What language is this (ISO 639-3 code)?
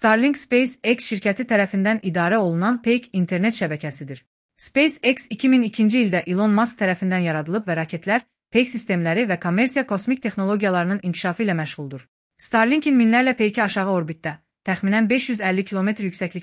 aze